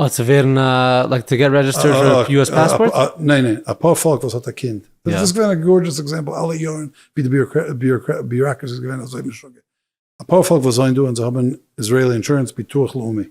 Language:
Yiddish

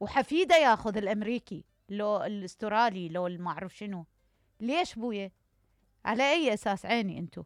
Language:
Mesopotamian Arabic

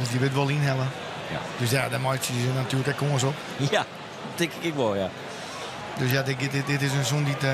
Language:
Western Frisian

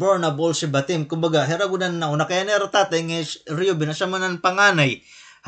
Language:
Waray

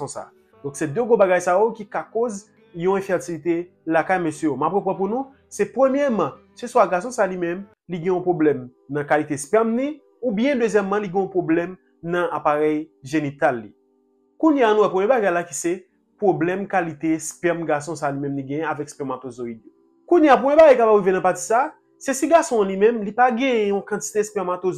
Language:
Haitian Creole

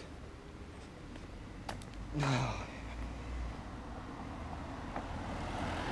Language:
Hungarian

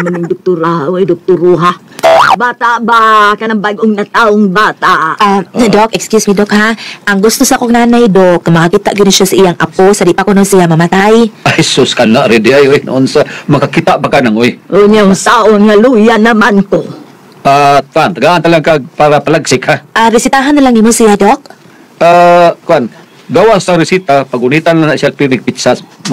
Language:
Cebuano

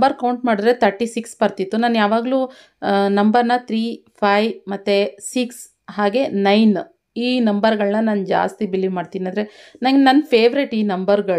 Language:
Kannada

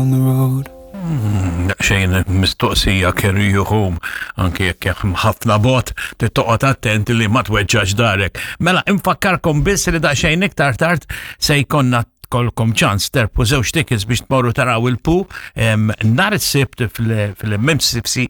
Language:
Maltese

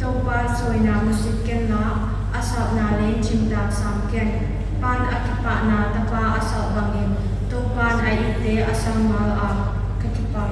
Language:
Paite Chin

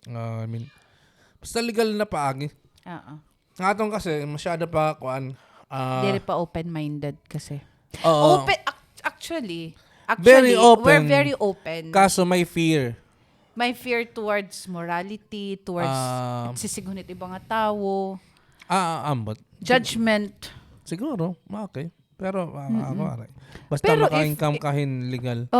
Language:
Waray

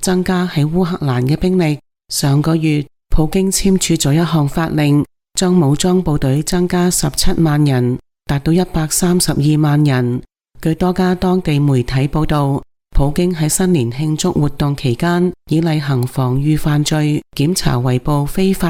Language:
Cantonese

